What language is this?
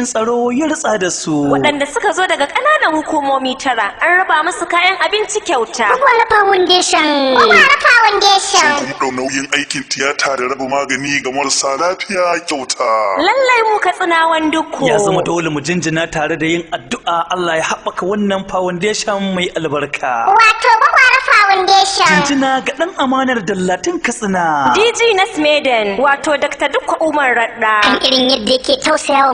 Hausa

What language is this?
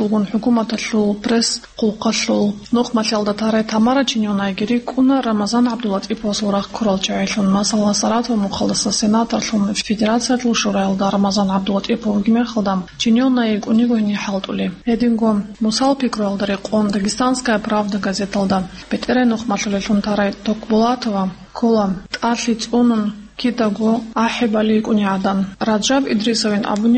Avaric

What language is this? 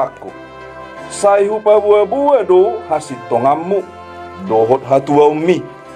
Batak Toba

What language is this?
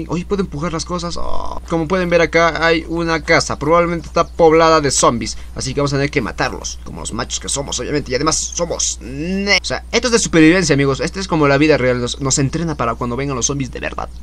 Spanish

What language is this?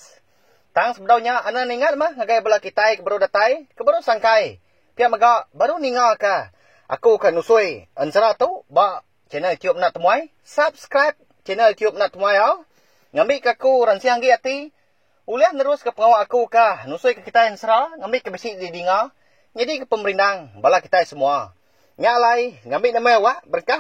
Iban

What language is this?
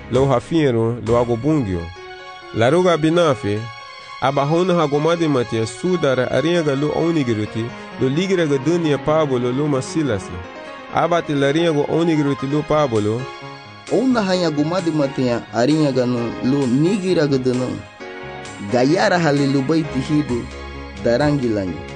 Garifuna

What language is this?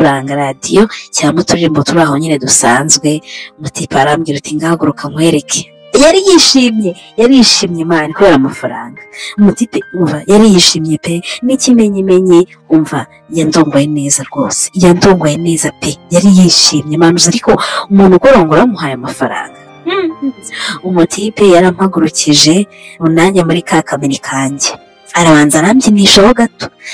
Kinyarwanda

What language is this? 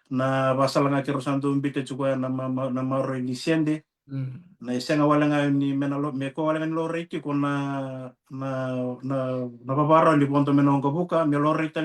Fijian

